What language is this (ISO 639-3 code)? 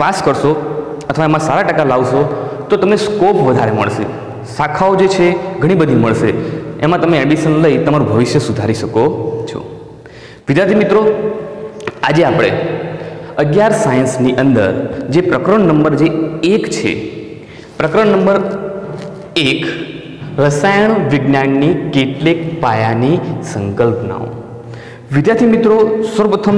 guj